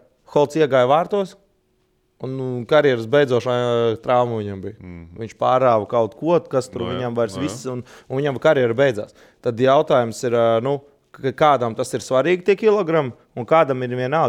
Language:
Latvian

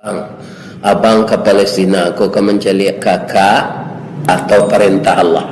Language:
Minangkabau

